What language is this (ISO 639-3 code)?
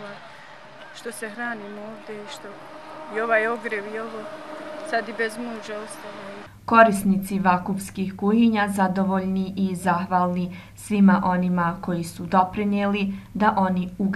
bos